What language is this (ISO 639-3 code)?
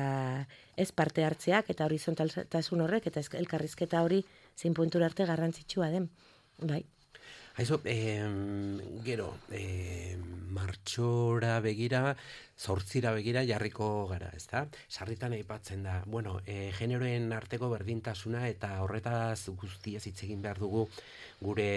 eus